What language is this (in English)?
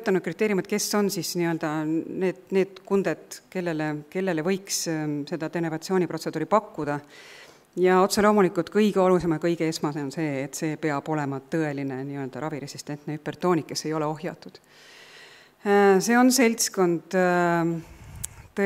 Estonian